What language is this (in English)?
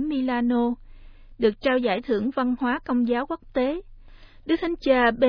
Vietnamese